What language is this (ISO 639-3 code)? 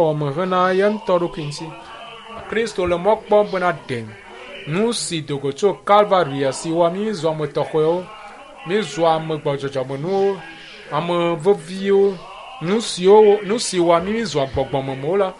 ewe